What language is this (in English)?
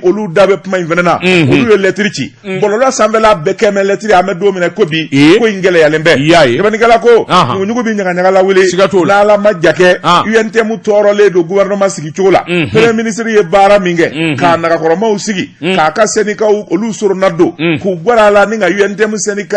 Bambara